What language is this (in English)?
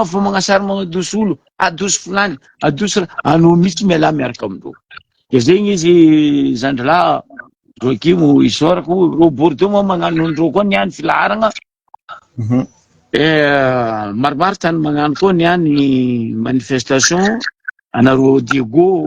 Malagasy